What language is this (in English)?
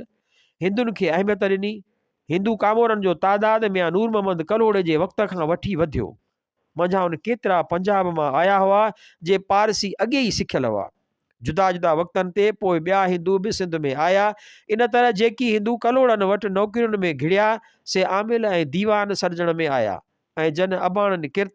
Sindhi